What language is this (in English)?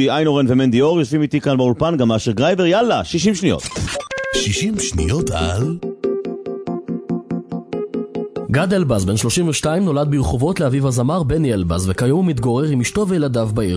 Hebrew